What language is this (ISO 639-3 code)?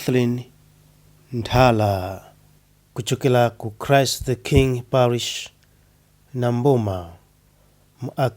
nya